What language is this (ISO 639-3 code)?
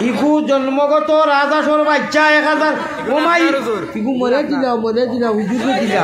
syl